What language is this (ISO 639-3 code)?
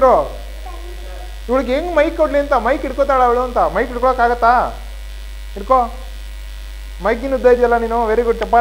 kan